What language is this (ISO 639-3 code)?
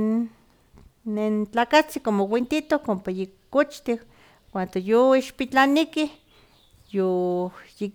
slv